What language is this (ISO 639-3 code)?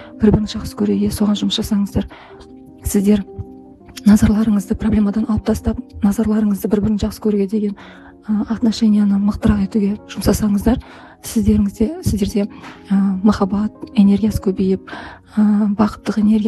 kaz